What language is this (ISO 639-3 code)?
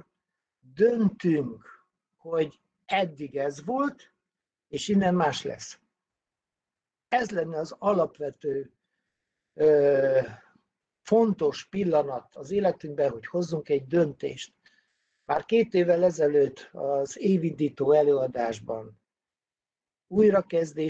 hun